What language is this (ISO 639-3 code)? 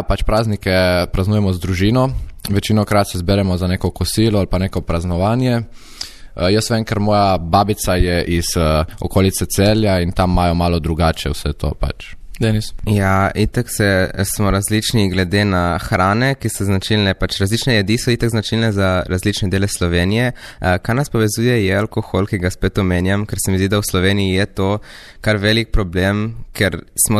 slv